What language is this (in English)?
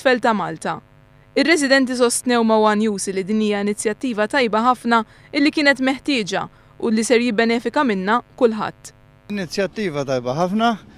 Maltese